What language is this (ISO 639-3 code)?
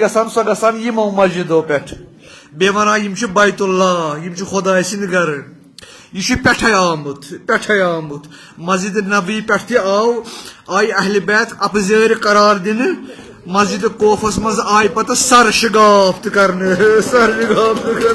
kas